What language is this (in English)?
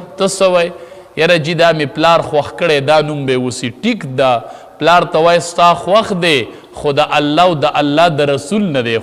Pashto